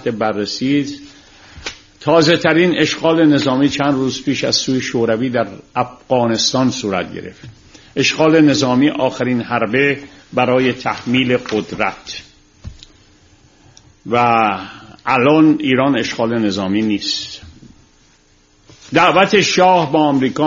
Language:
Persian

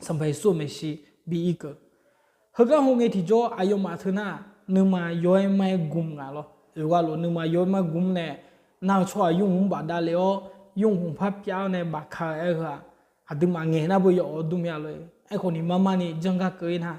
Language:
Akha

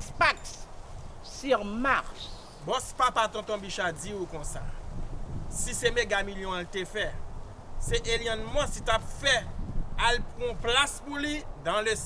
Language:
Haitian Creole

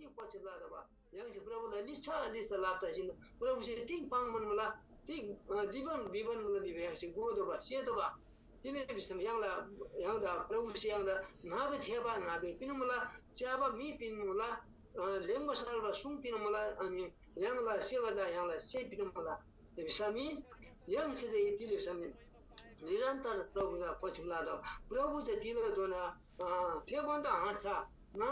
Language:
Eastern Tamang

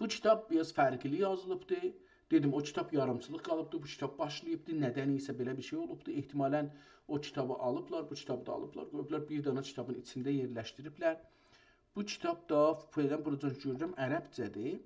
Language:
South Azerbaijani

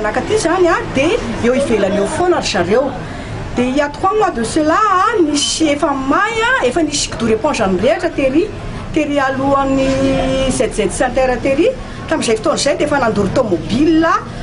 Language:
Malagasy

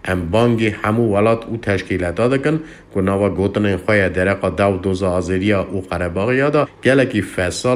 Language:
Kurdish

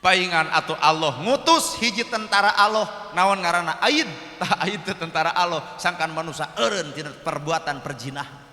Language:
Sundanese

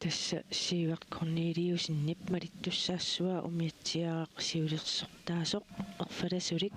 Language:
Kalaallisut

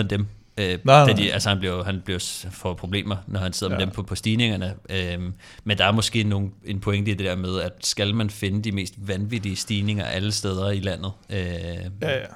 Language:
Danish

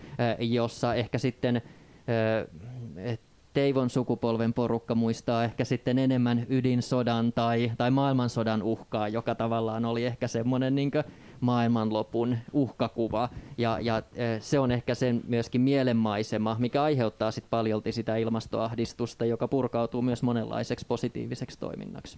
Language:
Finnish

